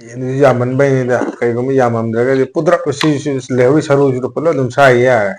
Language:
Manipuri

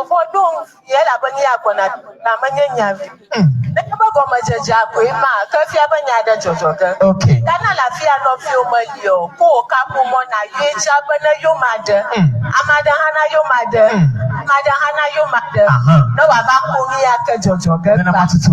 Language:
Ewe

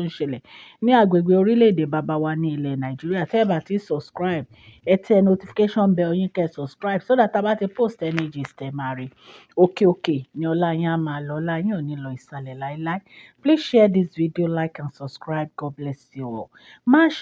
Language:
Yoruba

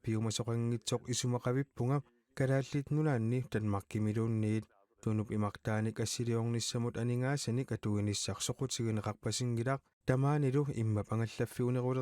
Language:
Kalaallisut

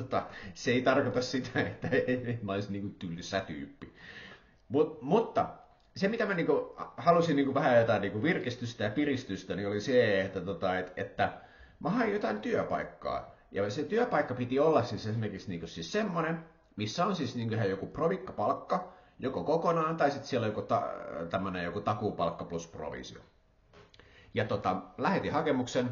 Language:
Finnish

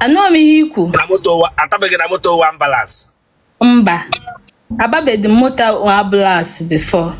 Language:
Igbo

